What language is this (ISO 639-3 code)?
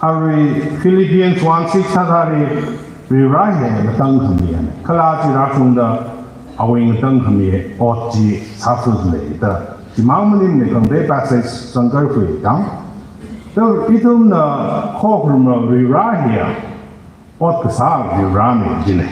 nmf